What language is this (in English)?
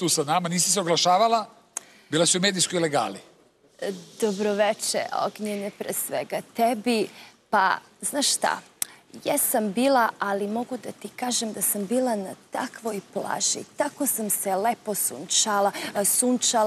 Serbian